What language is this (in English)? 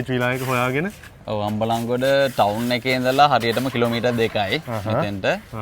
Sinhala